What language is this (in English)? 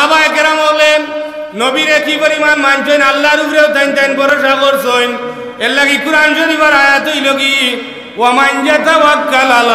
Sylheti